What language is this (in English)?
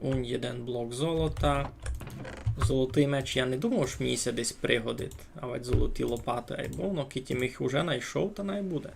Rusyn